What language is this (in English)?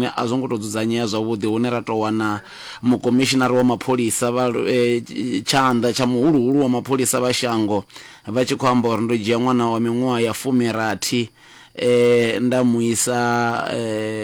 Venda